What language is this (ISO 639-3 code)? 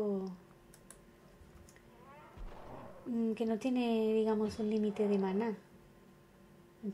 spa